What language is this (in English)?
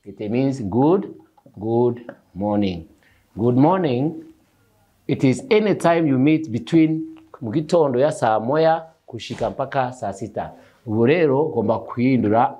Kinyarwanda